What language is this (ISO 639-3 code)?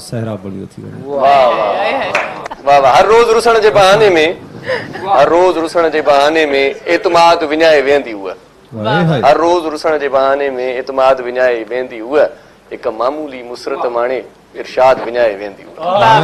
snd